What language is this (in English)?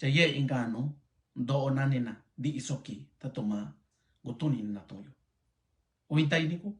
Mixtepec Mixtec